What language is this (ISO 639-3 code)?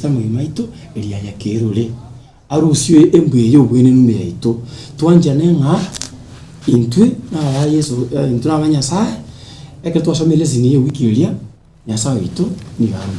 guz